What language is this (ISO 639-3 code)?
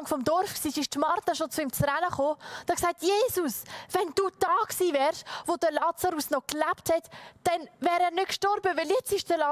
gsw